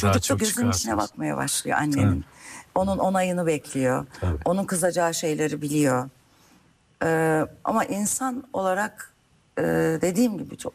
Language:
Turkish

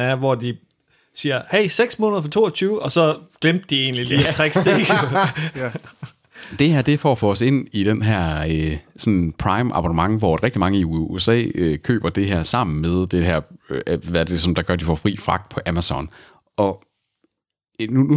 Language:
Danish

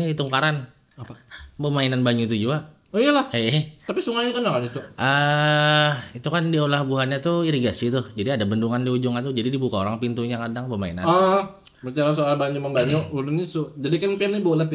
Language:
Banjar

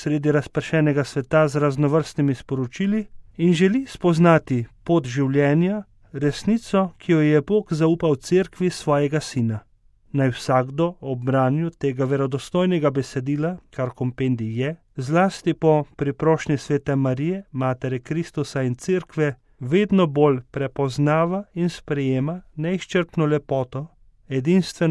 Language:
Slovenian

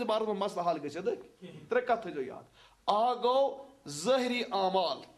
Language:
Kashmiri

